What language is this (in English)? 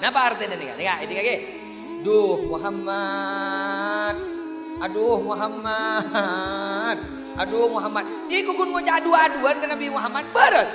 Madurese